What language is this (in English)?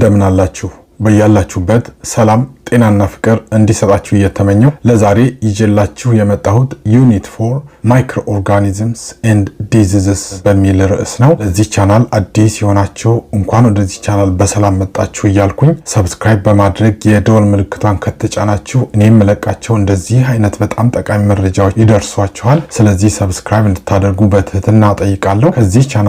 Amharic